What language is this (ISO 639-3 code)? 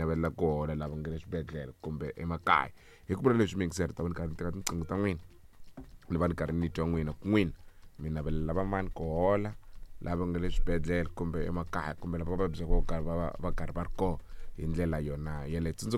tso